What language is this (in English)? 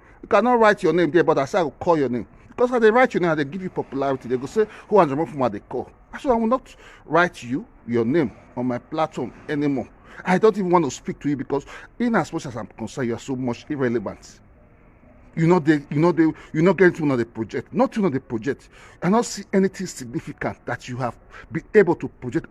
Nigerian Pidgin